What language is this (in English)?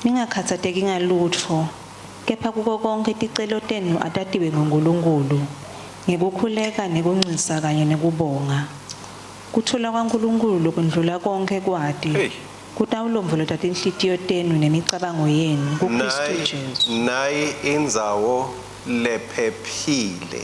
Swati